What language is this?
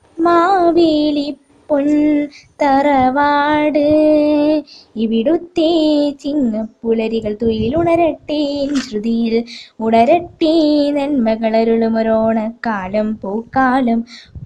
Malayalam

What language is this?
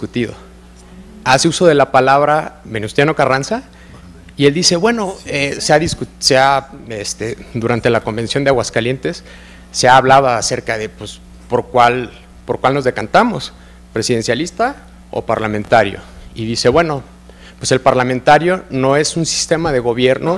Spanish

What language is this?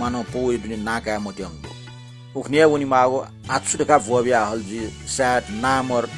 Newari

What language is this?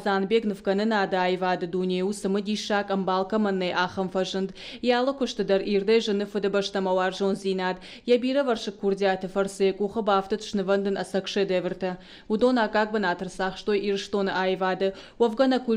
Ossetic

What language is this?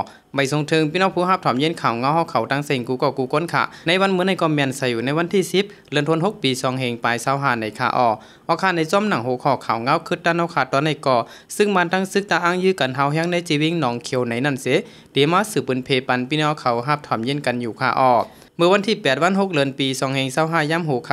Shan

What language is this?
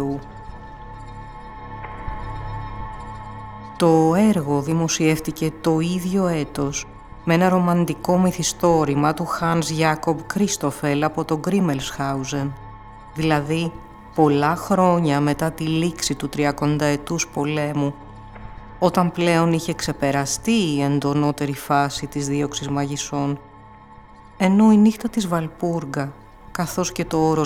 Greek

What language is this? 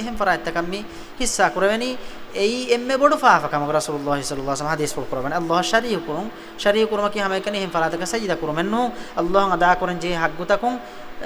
Divehi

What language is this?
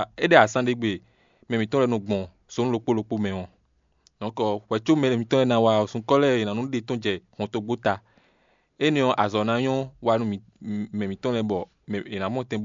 Fon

